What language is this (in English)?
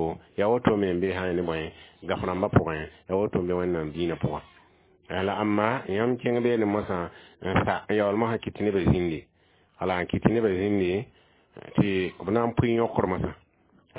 Mossi